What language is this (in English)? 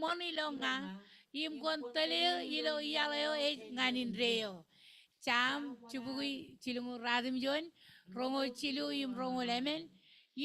Marshallese